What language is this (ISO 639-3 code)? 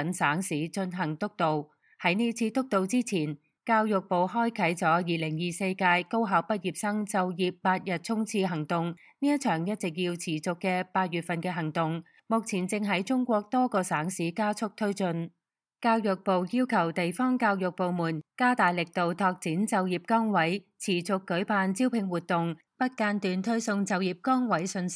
yue